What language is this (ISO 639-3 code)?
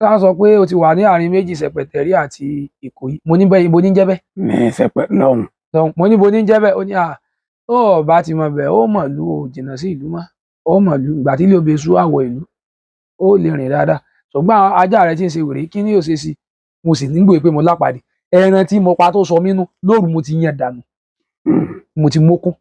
yor